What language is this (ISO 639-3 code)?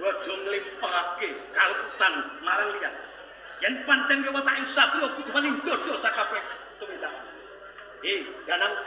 jav